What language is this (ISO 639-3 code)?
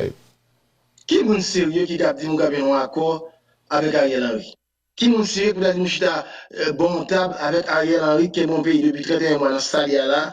hat